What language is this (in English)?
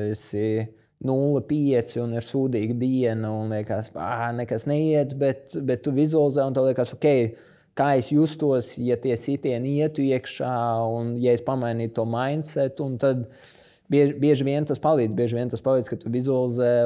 Latvian